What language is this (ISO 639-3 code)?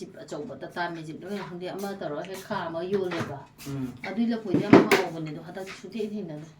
mni